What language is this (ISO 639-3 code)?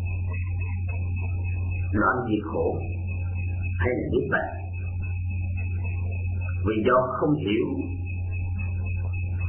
vie